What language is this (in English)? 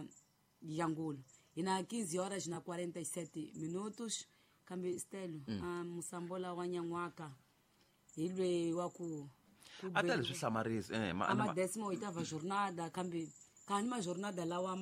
Tsonga